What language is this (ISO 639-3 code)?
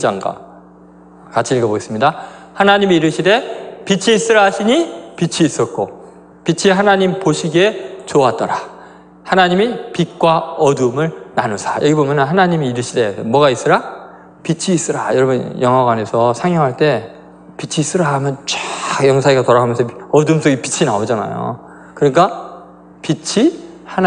kor